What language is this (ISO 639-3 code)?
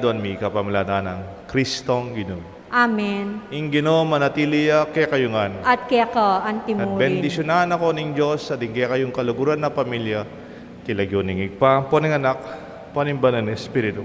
pam